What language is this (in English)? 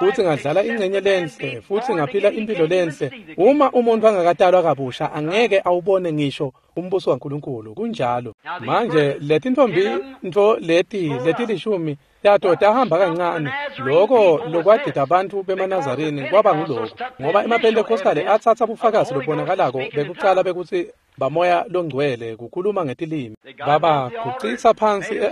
Swati